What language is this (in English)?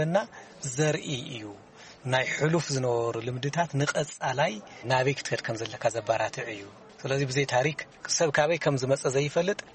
Tigrinya